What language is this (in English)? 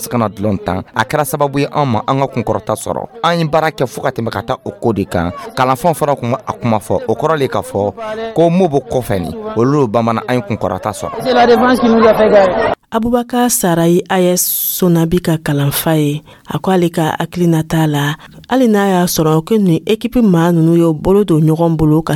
Dyula